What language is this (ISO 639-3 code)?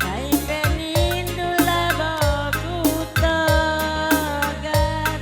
btx